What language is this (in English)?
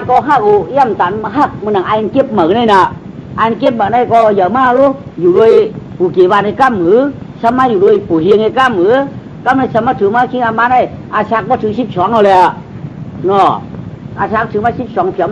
Shan